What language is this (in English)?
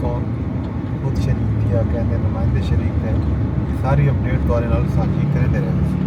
Saraiki